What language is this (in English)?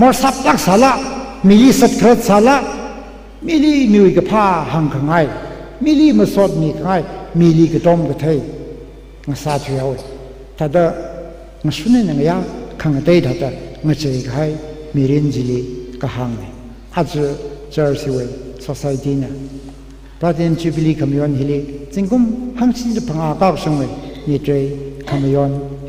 Tangkhul Naga (India)